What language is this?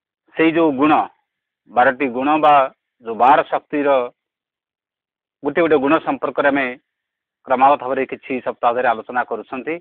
Odia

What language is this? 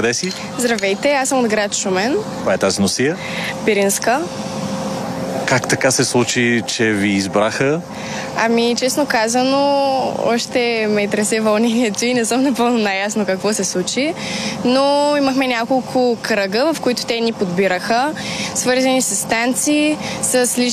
Bulgarian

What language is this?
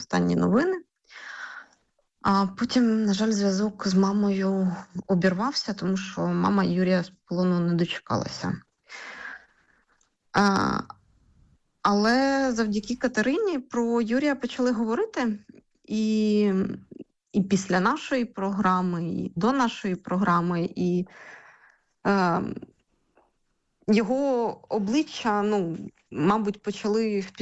Ukrainian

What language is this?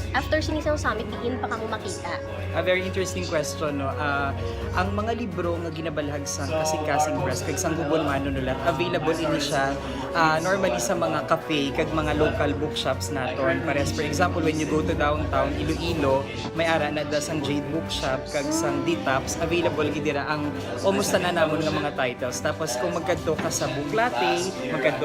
Hiligaynon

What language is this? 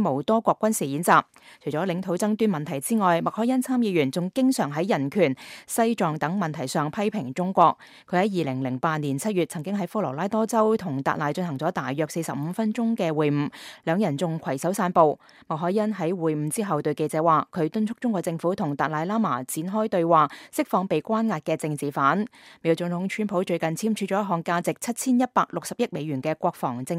Cantonese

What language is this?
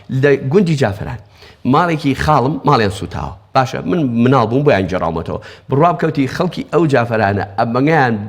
Central Kurdish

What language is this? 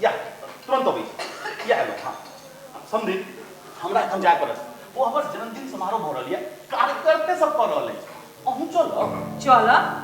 Maithili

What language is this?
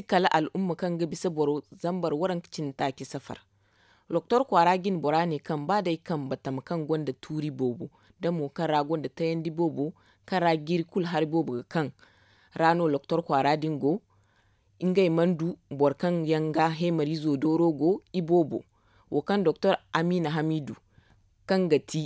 Zarma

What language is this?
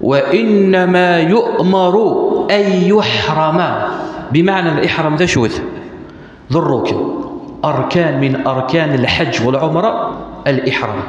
Kabyle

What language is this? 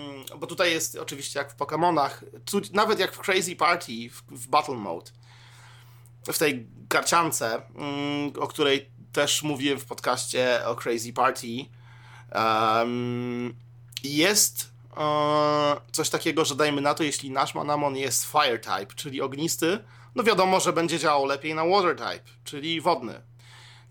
Polish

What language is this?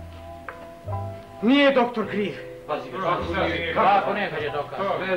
Croatian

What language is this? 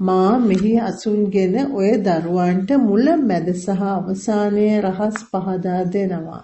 Sinhala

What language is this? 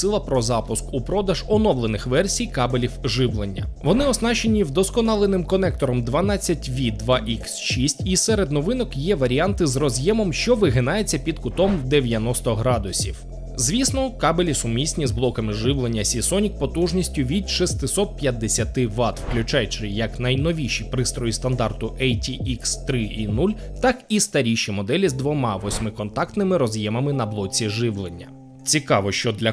Ukrainian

